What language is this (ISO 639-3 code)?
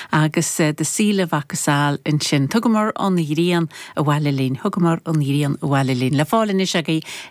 gle